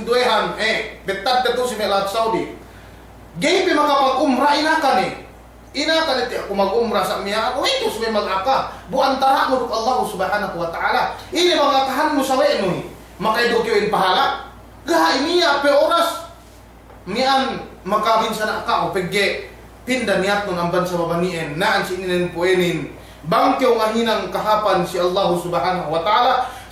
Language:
Yakan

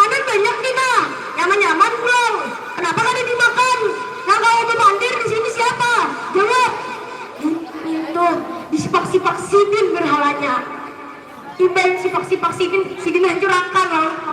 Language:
Banjar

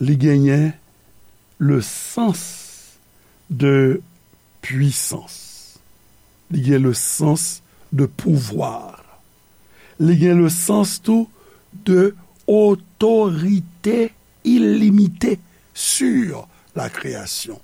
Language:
Haitian Creole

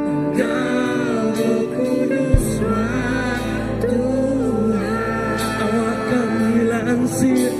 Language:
Iban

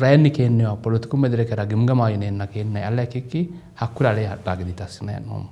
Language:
Sidamo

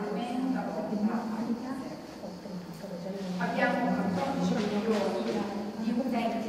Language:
Italian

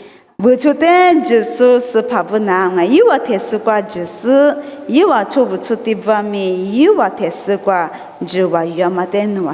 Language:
Lisu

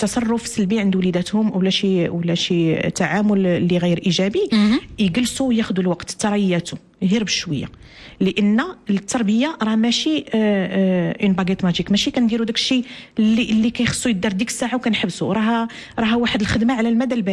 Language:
Moroccan Arabic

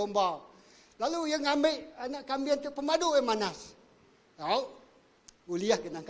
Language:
Iban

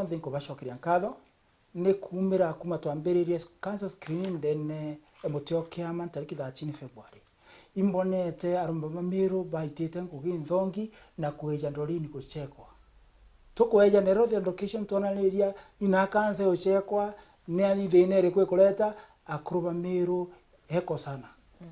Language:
Meru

